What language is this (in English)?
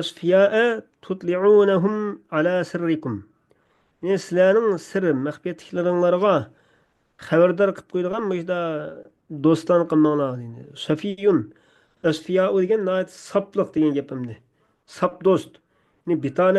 Uyghur